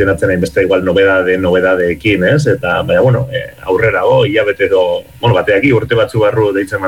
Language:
Basque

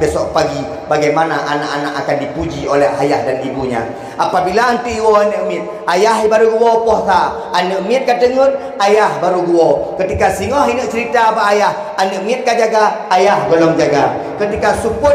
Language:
Achinese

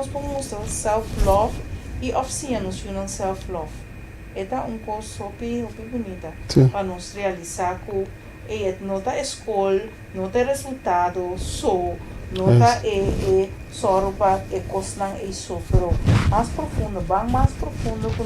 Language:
Papiamento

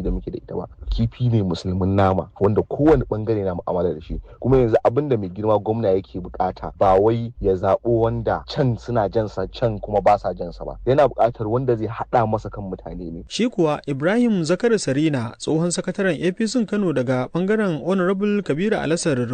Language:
Hausa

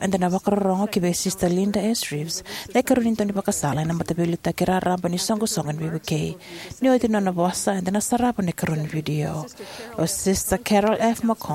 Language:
Fijian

